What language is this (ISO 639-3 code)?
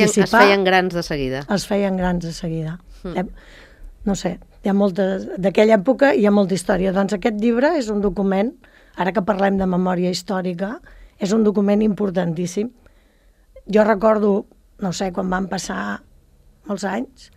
cat